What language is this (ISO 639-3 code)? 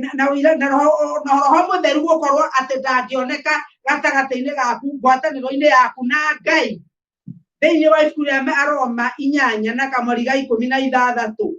kik